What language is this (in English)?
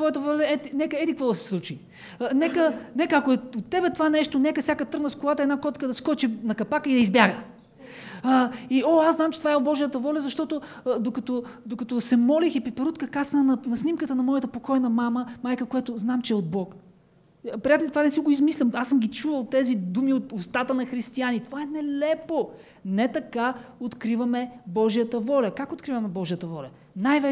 Bulgarian